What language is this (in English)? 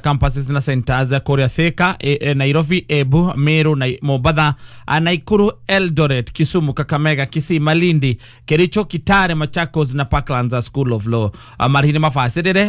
Kikuyu